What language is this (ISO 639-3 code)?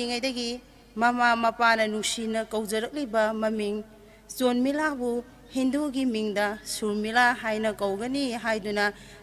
mni